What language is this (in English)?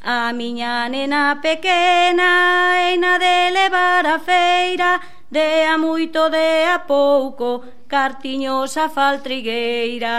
Galician